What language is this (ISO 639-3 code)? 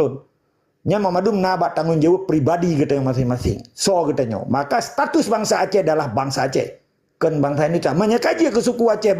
ace